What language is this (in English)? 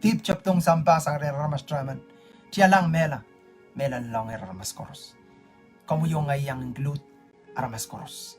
Pohnpeian